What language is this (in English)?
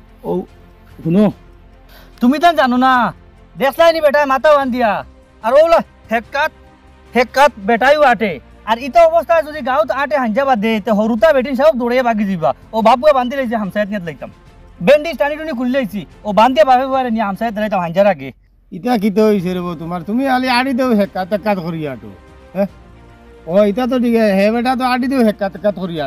Sylheti